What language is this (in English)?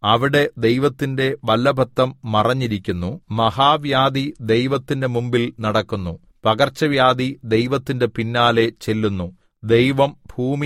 Malayalam